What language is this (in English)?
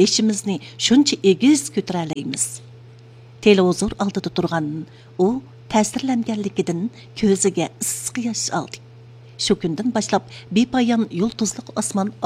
Uyghur